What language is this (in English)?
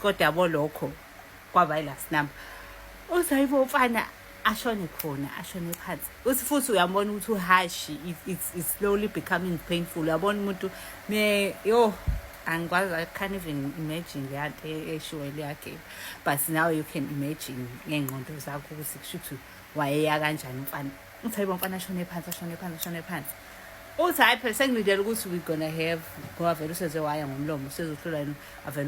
Zulu